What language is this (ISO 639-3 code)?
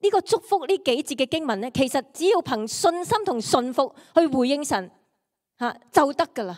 yue